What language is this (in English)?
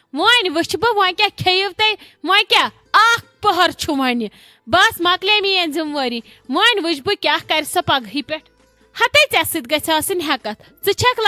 Kashmiri